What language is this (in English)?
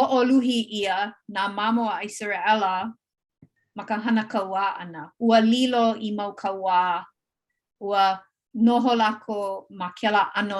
Hawaiian